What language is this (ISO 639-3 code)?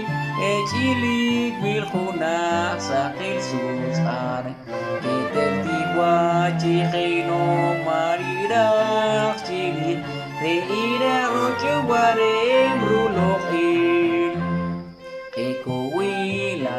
poh